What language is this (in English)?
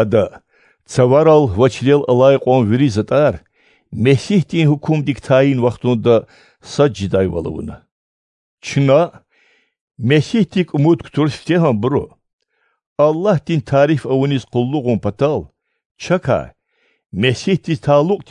Lezghian